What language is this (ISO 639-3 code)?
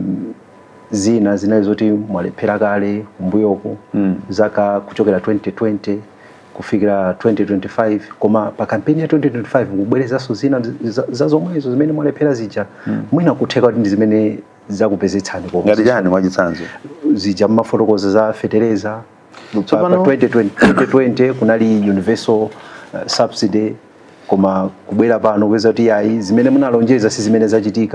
nya